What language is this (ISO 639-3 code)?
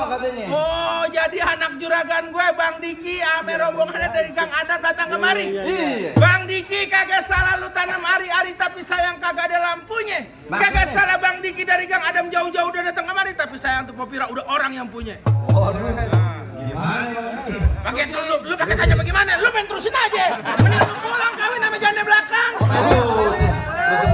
bew